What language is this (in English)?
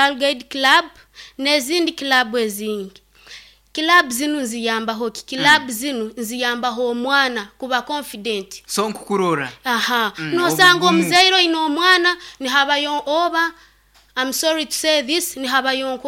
Nyoro